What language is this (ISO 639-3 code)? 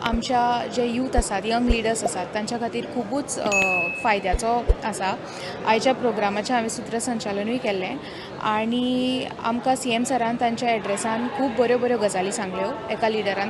kok